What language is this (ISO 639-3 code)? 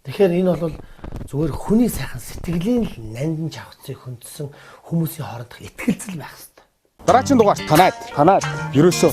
mon